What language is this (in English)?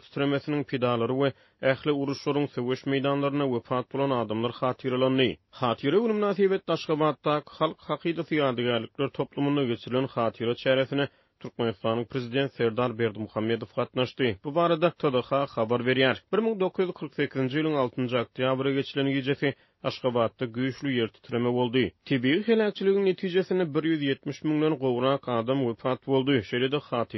Turkmen